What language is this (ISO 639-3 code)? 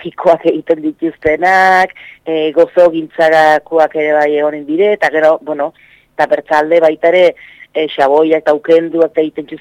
eus